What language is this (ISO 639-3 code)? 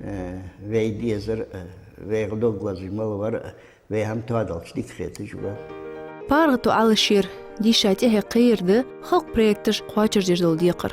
inh